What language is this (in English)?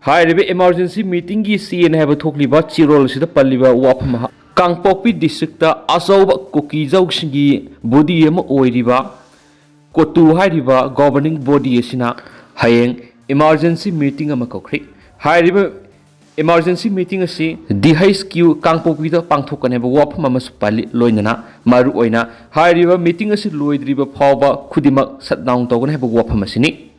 Manipuri